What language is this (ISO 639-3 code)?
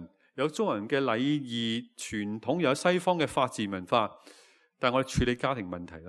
yue